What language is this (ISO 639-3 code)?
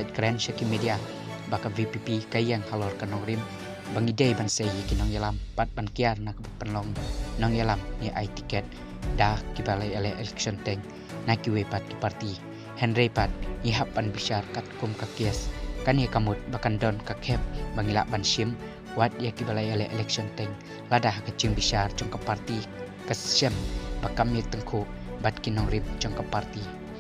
kha